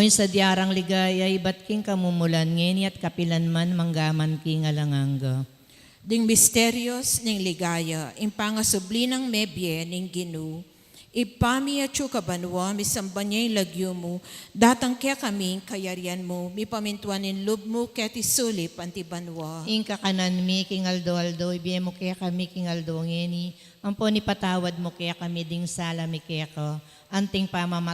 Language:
Pampanga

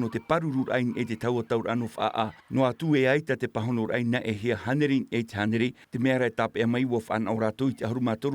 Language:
Tahitian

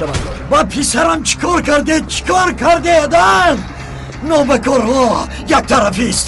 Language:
Tajik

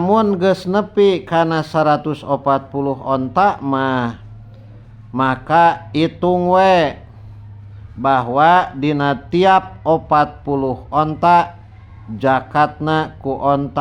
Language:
Sundanese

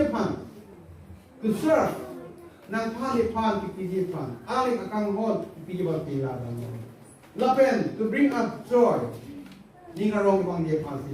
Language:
Karbi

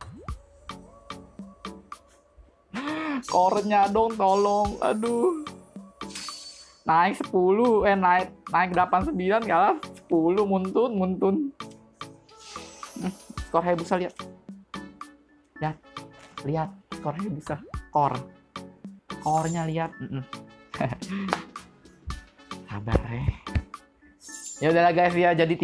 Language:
Indonesian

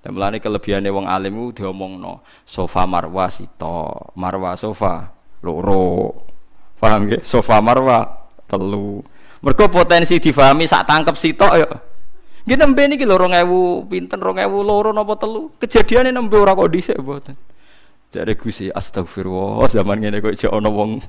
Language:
Javanese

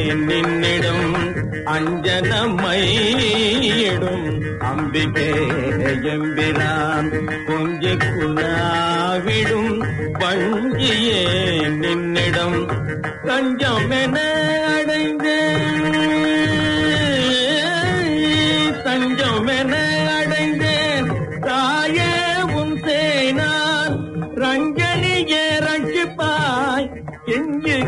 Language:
Tamil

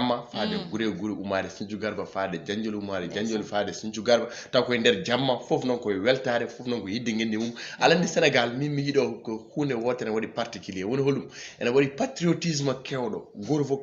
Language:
Fula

